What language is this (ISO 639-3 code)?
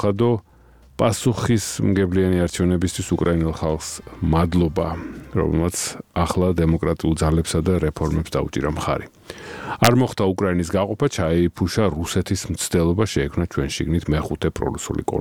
kat